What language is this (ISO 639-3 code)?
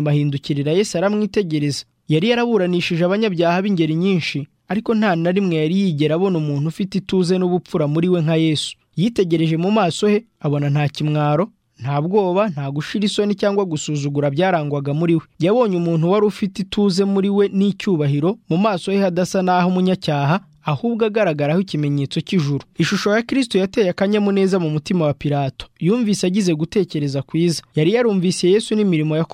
kin